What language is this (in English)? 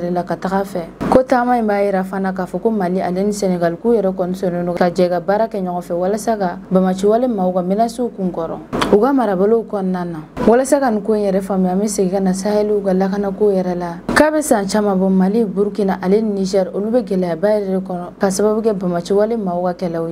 Bambara